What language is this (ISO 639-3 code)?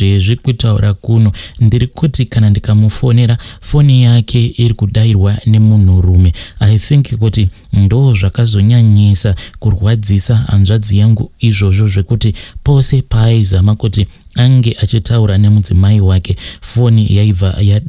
sna